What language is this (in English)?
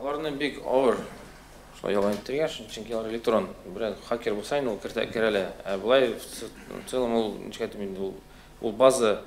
Tatar